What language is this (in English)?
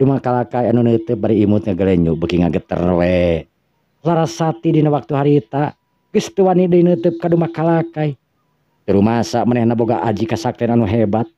Sundanese